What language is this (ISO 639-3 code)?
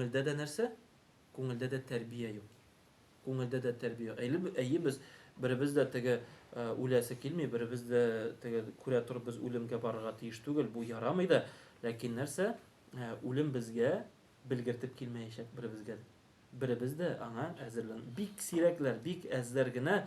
tat